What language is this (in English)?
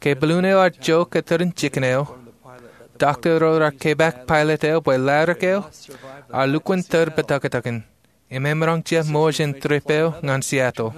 Marshallese